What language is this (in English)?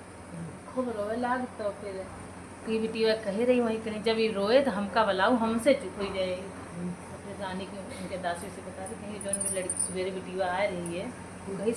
Awadhi